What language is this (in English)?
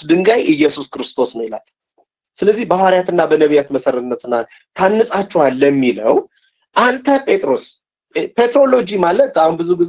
Amharic